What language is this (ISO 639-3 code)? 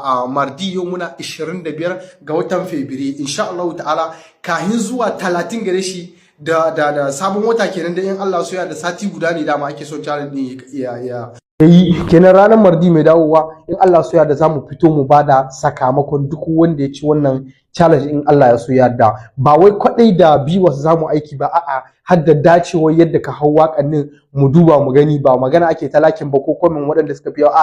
hau